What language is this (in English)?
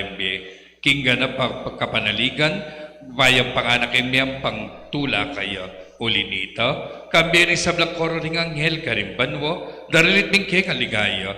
Pampanga